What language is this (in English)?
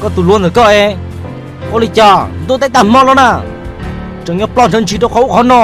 Hmong